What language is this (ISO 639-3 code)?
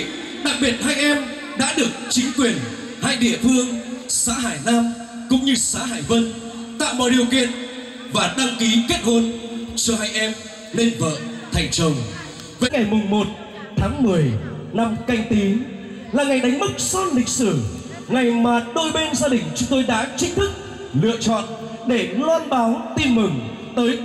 vie